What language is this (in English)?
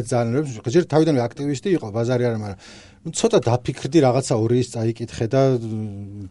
Georgian